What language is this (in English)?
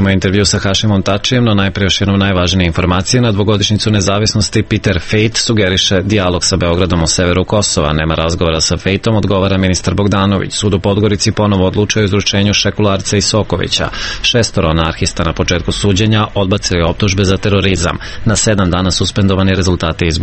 Serbian